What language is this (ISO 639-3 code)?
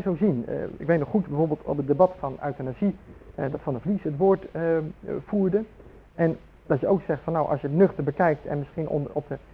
nld